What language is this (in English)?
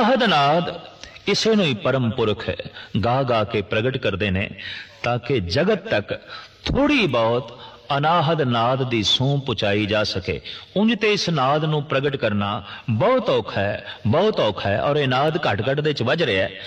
Punjabi